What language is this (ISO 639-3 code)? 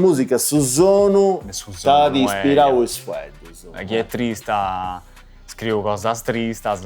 srd